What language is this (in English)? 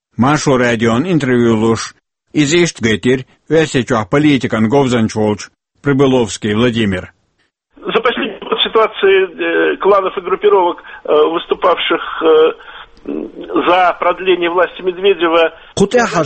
Chechen